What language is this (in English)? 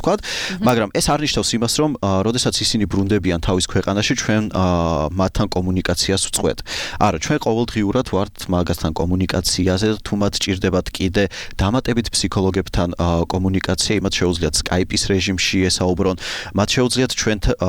Georgian